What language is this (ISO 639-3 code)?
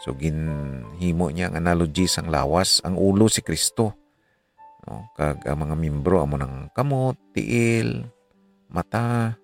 hil